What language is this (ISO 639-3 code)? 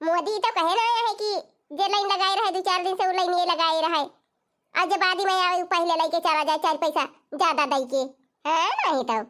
awa